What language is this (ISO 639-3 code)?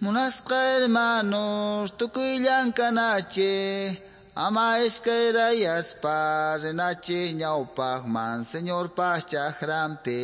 que